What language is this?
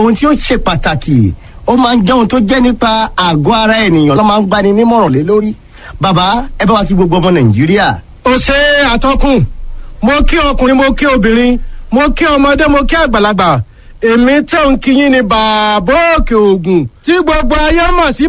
Yoruba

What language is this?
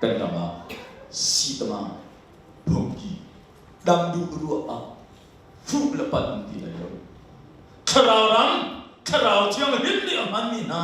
Hakha Chin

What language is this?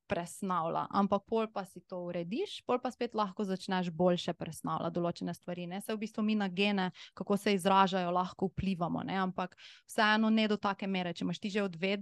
Slovenian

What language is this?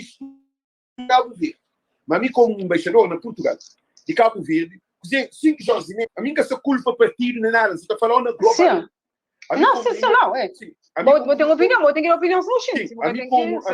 Kabuverdianu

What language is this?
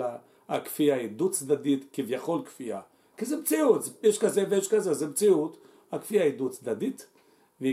Hebrew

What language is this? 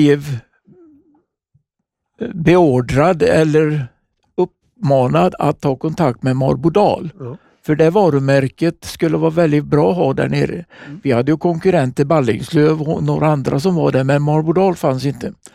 Swedish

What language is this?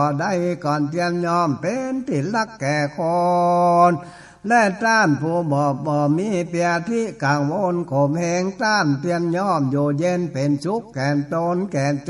Northern Thai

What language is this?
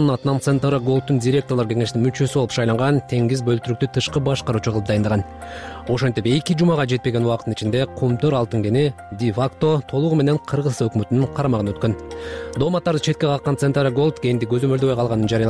Kyrgyz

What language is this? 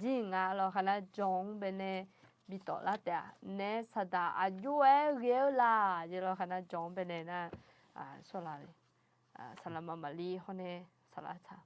Akha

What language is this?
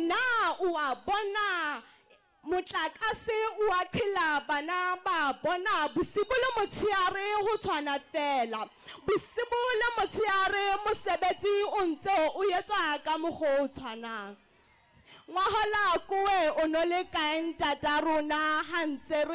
Southern Sotho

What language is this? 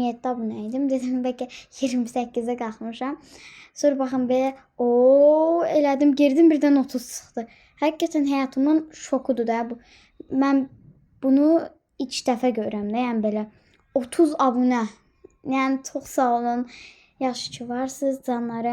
Azerbaijani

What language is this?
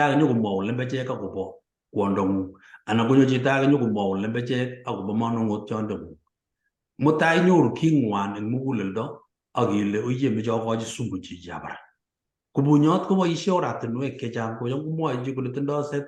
Kalenjin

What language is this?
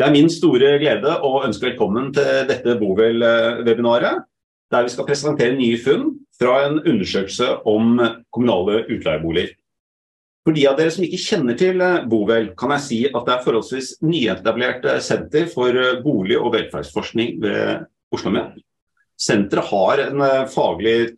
Norwegian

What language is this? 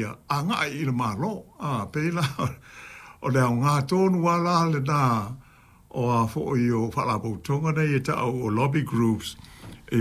Samoan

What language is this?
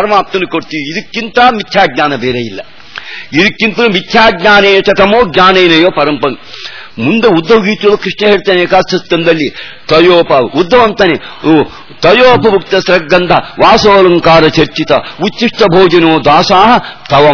Kannada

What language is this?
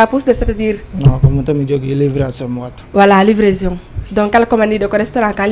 Fula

